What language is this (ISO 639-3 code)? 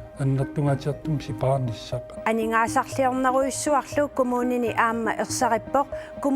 kal